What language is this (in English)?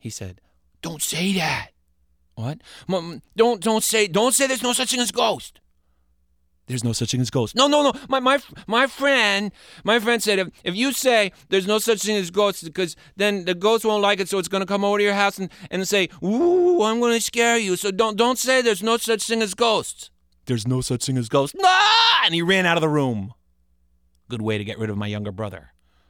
English